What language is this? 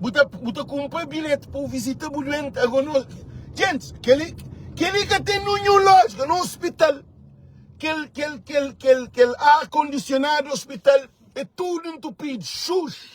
Kabuverdianu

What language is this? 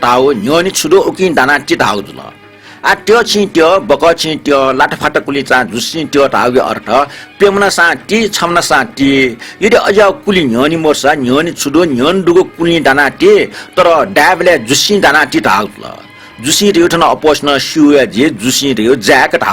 Newari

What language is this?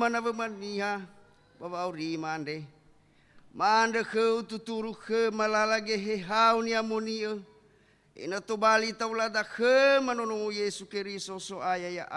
Nias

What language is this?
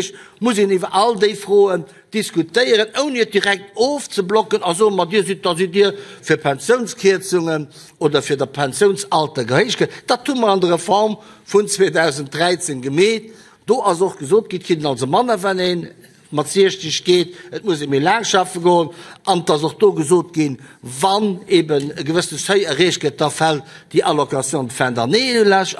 Luxembourgish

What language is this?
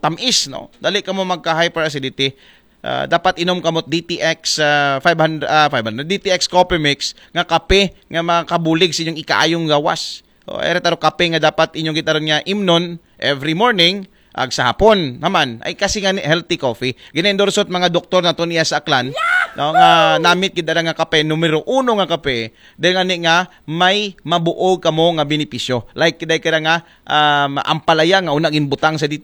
Aklanon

